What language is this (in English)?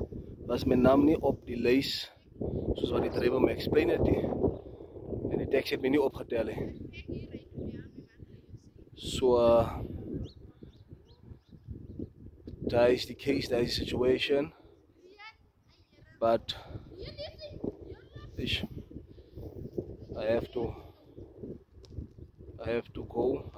Afrikaans